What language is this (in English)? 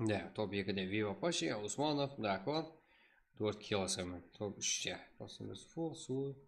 Kara-Kalpak